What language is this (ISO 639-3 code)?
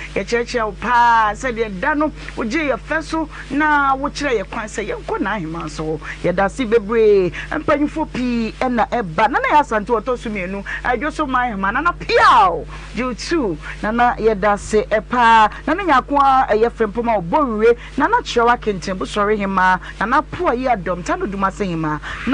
aka